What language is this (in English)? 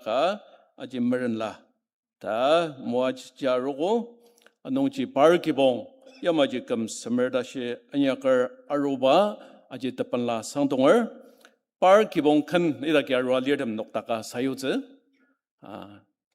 Ao Naga